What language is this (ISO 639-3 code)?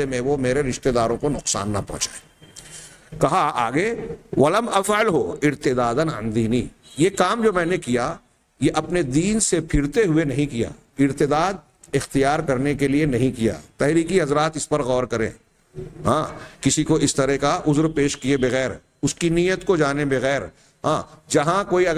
urd